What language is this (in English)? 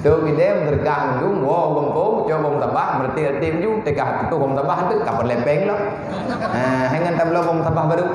Achinese